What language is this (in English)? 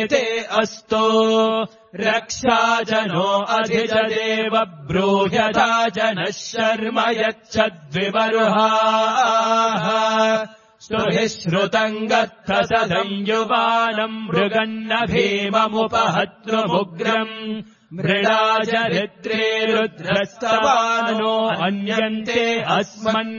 Sanskrit